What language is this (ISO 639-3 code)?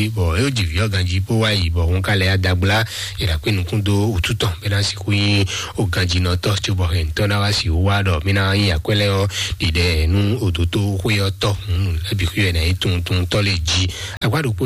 fon